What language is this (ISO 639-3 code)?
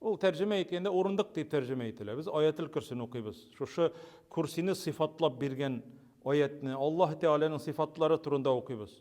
tat